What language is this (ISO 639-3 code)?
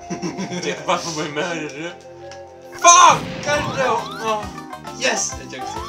fao